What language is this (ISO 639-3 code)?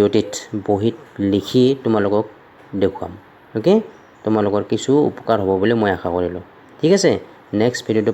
asm